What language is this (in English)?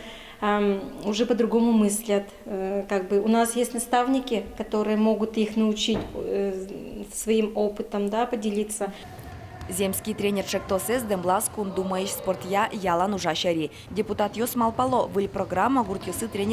Udmurt